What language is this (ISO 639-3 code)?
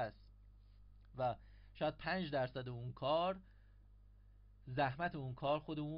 fas